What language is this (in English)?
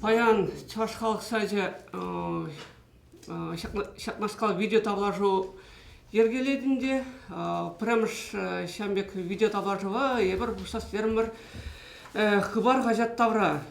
Chuvash